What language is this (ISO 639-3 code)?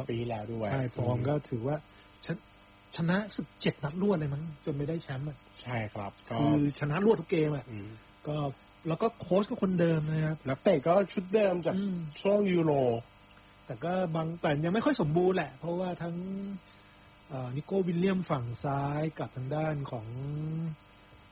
tha